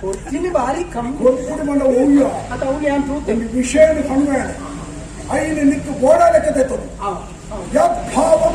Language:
Tulu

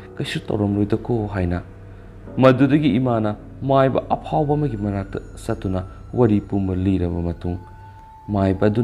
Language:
Manipuri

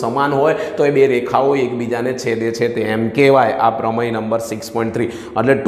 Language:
Gujarati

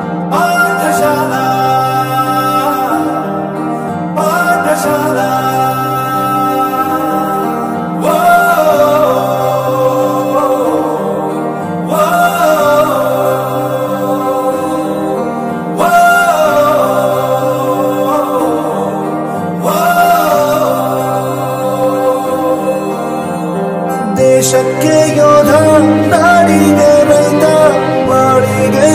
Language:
Kannada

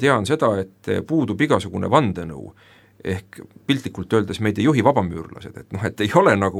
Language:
Estonian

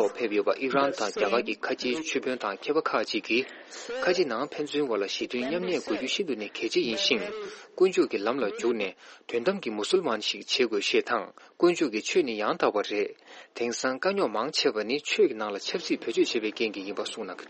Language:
Tibetan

